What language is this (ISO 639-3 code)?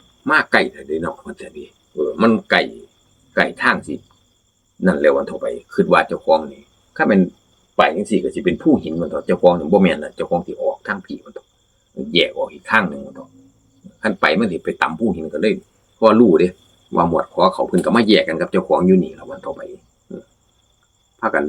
tts